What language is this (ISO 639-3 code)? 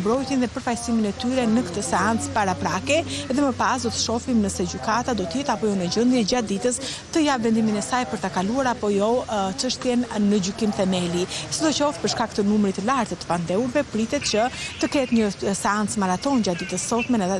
sqi